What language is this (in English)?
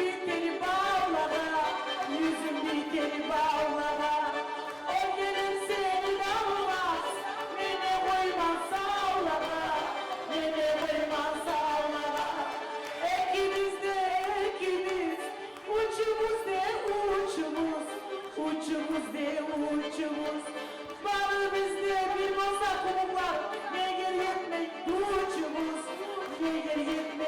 Kumyk